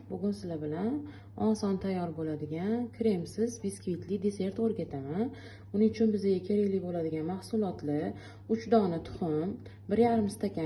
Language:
Uzbek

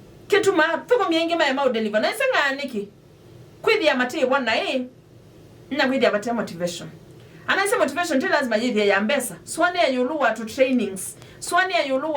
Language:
Kamba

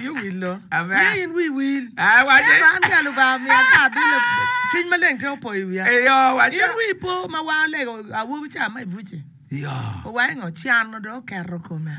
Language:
Acoli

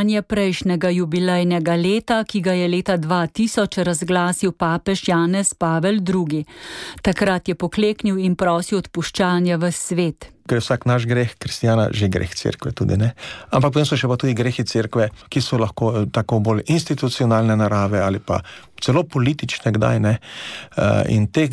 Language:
Slovenian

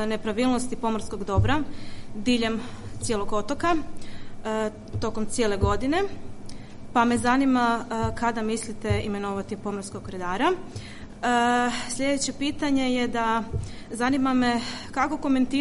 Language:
Croatian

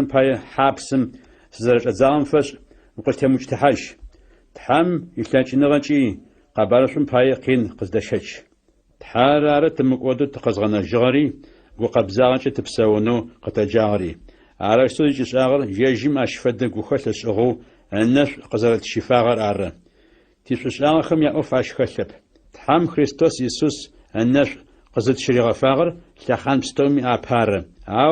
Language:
Adyghe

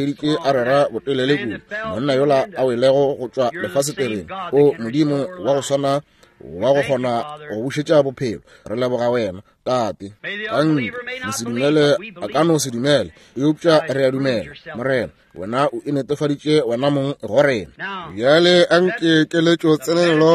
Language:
Northern Sotho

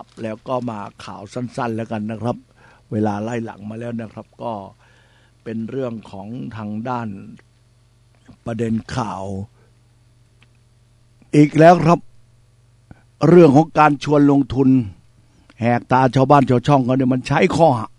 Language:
Thai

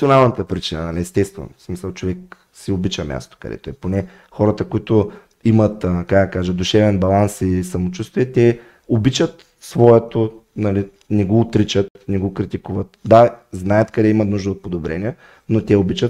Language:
Bulgarian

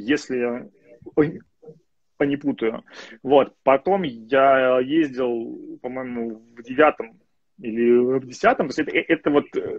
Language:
Russian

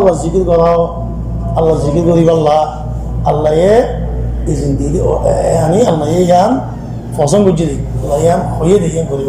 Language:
Rohingya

